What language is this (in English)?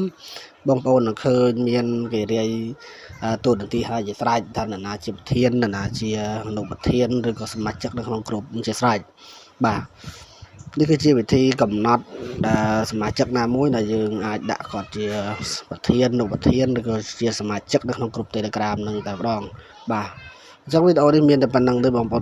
Khmer